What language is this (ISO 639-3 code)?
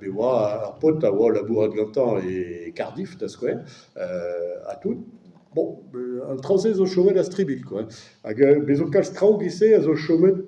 bre